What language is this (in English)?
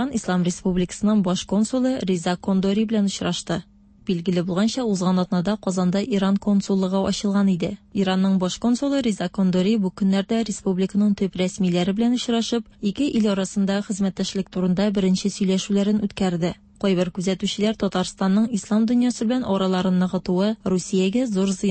Tatar